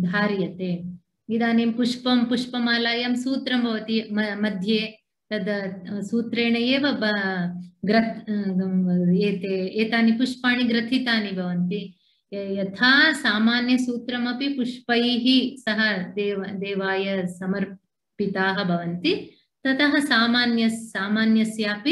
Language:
Sanskrit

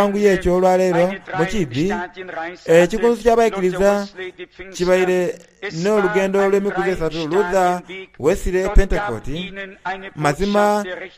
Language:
Soga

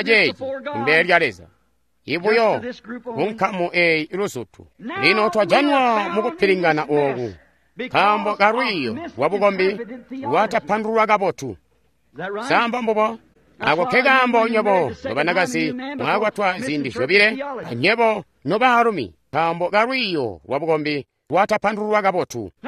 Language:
Tonga (Zambia)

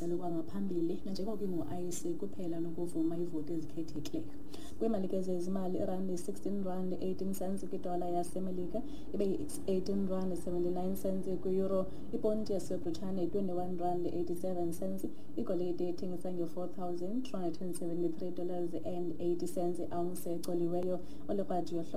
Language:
Xhosa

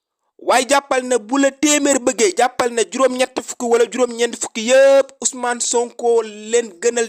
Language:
Wolof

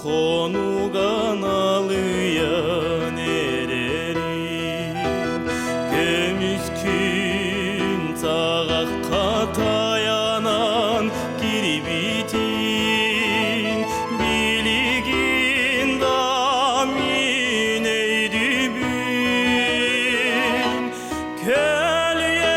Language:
Yakut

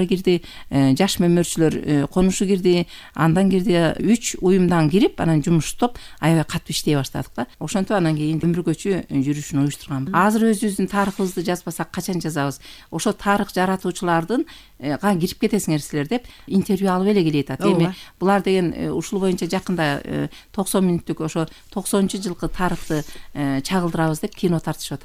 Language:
Kyrgyz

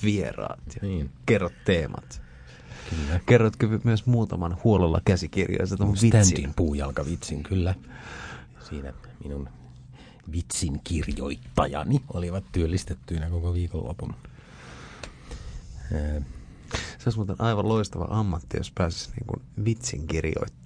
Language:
Finnish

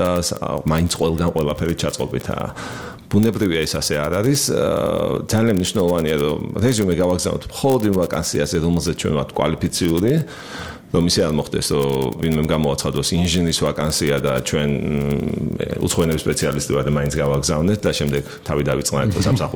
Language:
Georgian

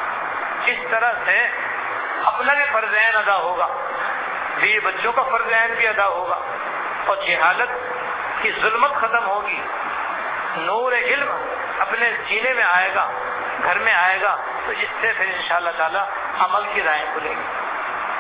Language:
Urdu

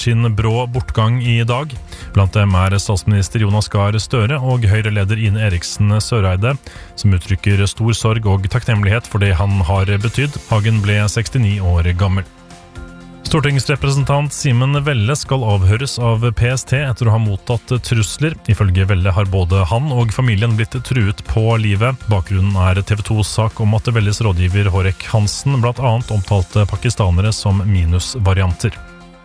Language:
Norwegian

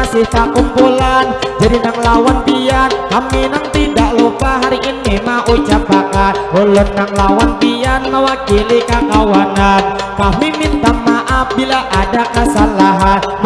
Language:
Banjar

